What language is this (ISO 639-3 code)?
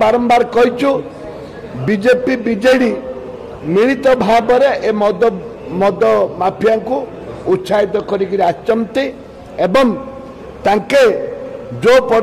ori